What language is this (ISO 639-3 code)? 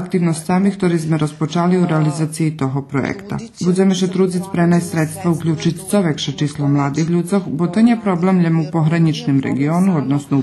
rue